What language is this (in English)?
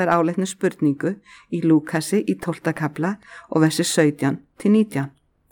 Icelandic